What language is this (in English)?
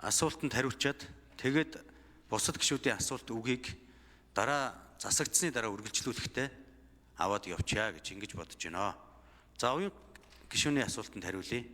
Mongolian